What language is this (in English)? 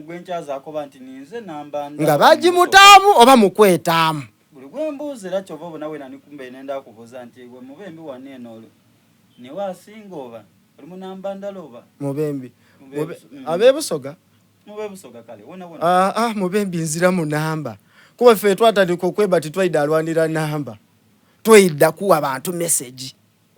Soga